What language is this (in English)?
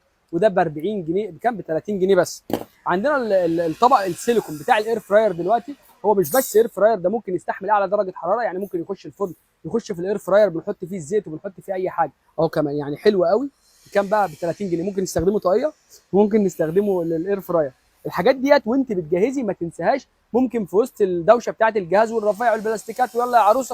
Egyptian Arabic